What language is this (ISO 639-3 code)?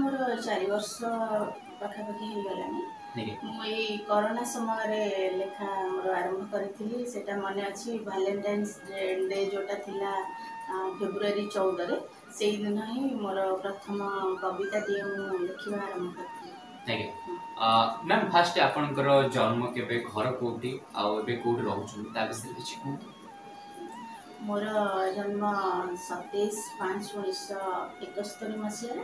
ori